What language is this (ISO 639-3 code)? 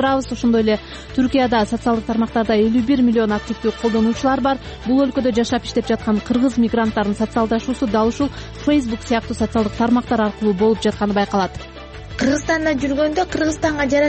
kir